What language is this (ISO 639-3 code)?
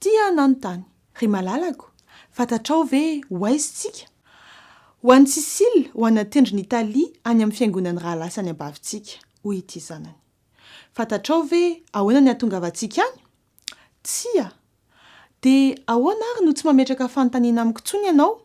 mlg